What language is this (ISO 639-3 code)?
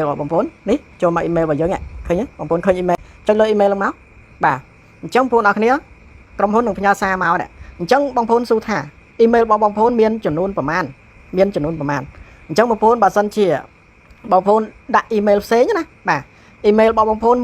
khm